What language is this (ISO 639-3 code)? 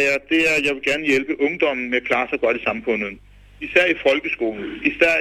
dan